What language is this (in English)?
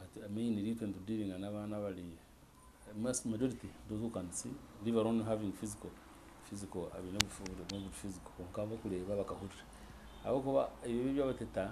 Nyankole